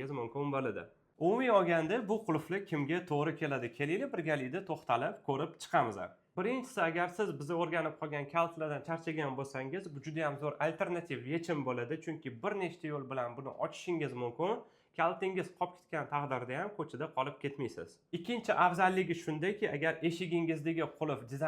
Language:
Uzbek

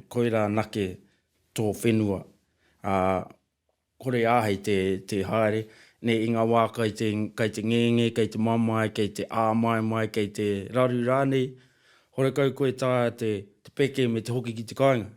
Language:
Māori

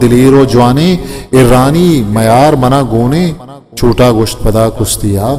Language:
Eastern Balochi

